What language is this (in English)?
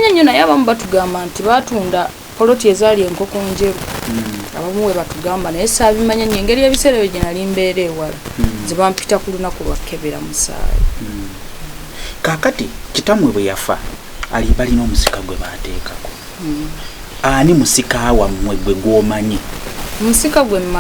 Ganda